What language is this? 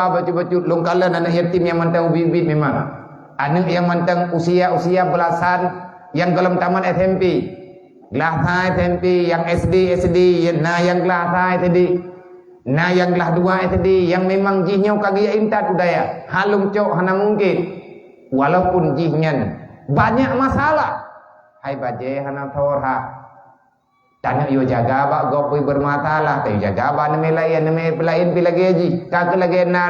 Achinese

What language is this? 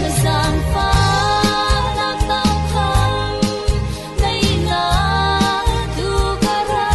Falam Chin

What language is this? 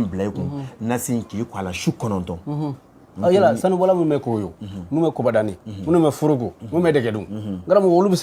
Bambara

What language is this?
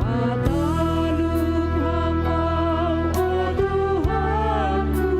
Batak Simalungun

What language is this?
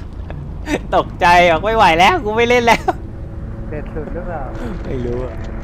Thai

